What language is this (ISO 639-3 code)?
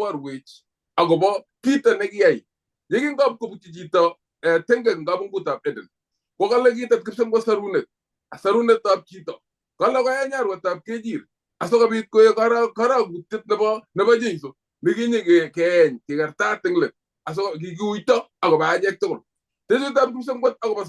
kln